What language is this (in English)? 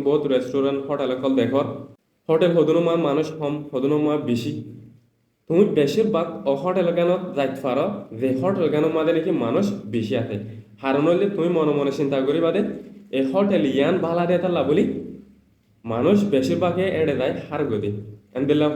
Rohingya